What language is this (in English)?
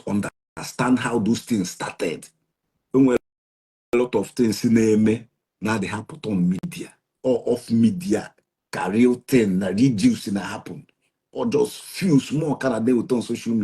Igbo